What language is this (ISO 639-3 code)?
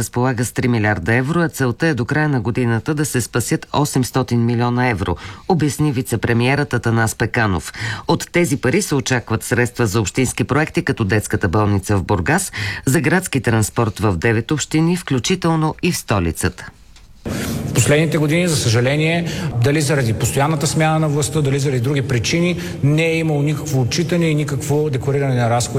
bul